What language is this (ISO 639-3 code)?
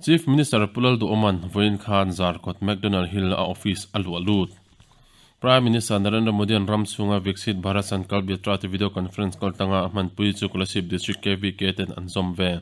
lus